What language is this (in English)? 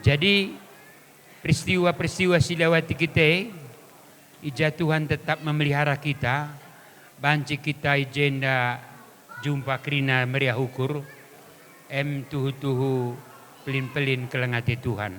Batak Karo